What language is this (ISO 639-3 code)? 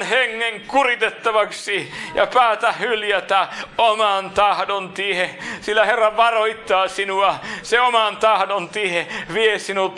fin